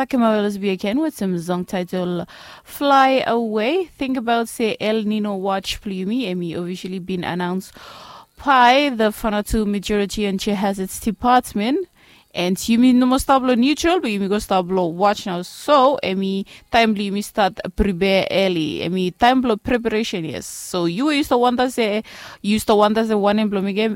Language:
Bislama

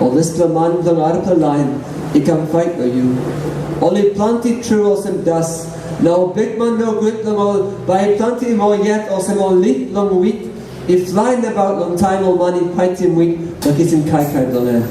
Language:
Tok Pisin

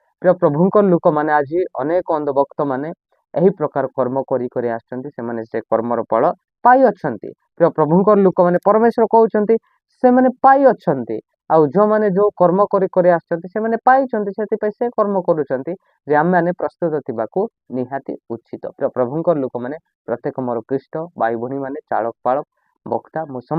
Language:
Odia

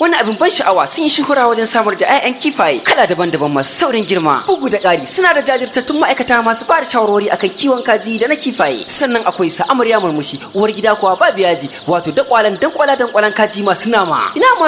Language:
Hausa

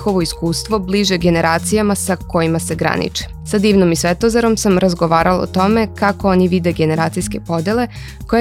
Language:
Serbian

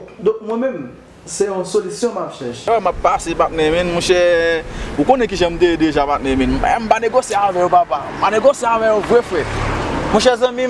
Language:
Haitian Creole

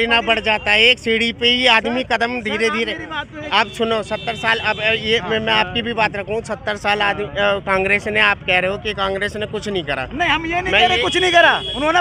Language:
Hindi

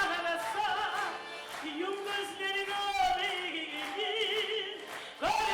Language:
Kumyk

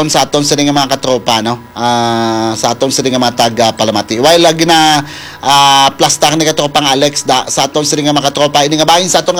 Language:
Hiligaynon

